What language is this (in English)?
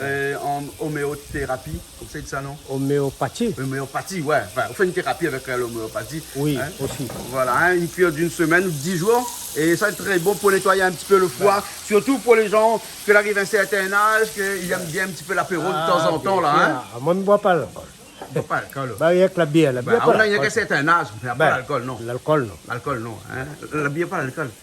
Réunion Creole French